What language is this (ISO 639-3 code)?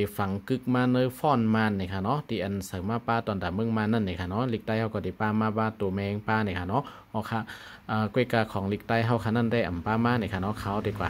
shn